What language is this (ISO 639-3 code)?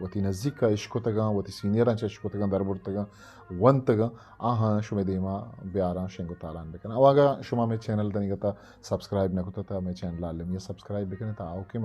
bgp